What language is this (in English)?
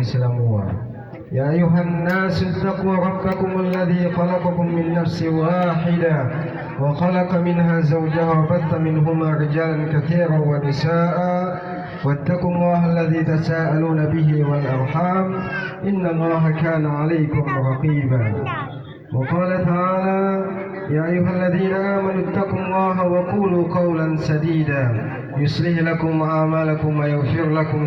Gorontalo